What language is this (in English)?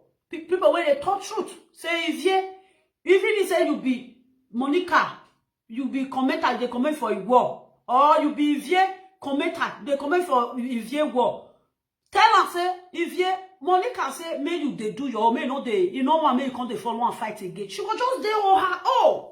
Nigerian Pidgin